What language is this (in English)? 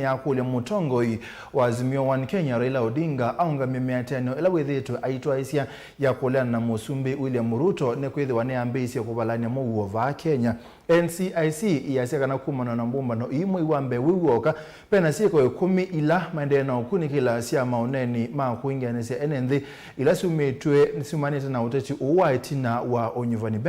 Kamba